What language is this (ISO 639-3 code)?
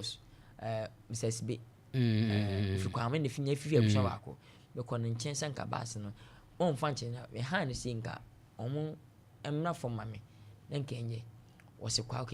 aka